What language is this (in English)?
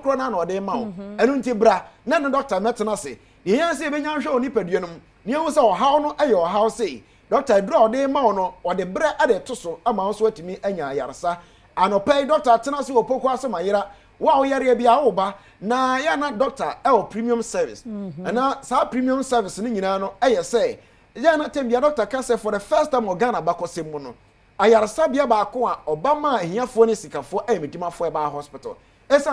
Akan